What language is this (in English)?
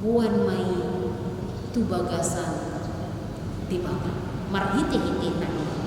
Batak Toba